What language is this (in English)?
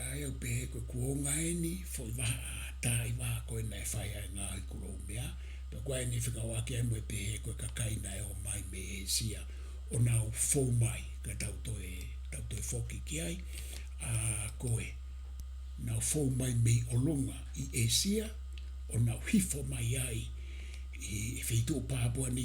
Tongan